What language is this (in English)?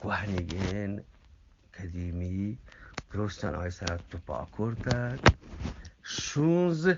Eastern Balochi